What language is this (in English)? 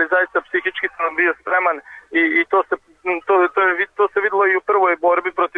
Serbian